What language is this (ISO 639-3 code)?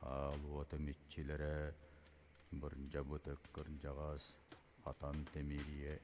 sah